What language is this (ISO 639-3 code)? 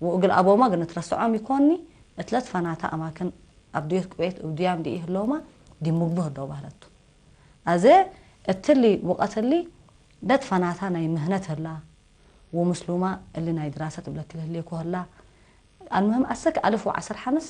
tig